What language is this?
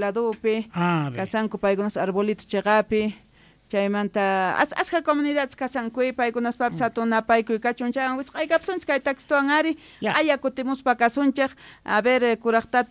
South Bolivian Quechua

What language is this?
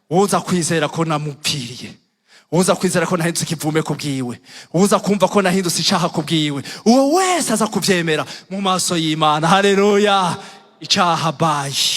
Rundi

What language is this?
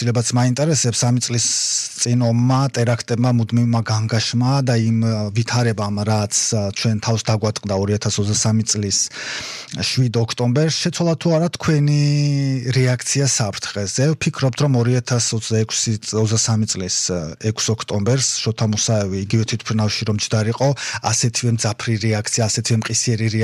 Georgian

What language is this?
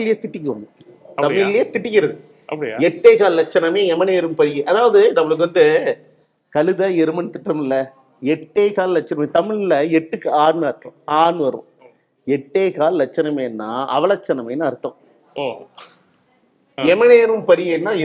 Tamil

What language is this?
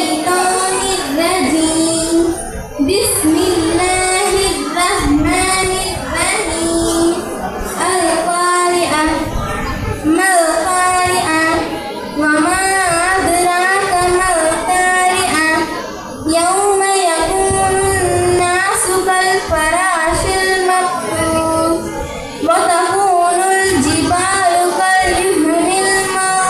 Arabic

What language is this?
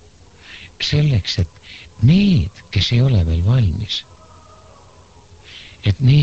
Estonian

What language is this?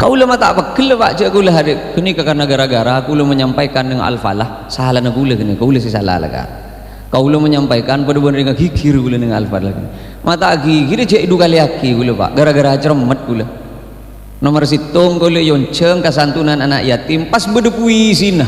Madurese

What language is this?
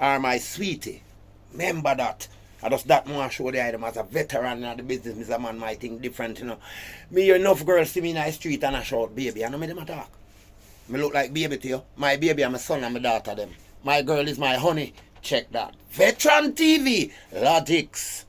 Jamaican Creole English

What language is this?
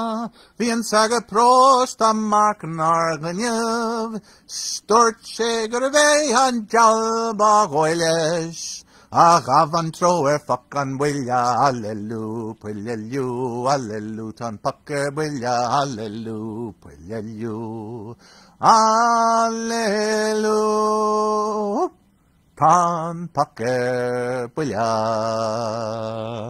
Irish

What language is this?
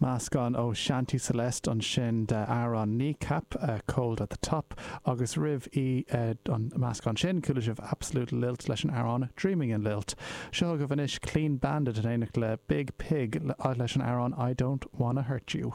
Irish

